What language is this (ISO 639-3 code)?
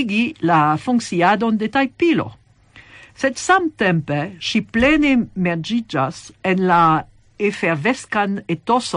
epo